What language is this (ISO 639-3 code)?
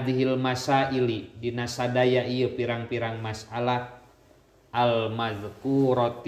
sun